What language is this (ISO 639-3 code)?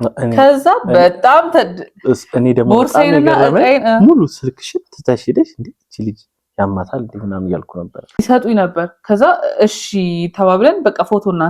amh